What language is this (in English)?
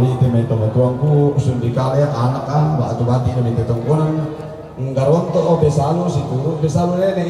Toraja-Sa'dan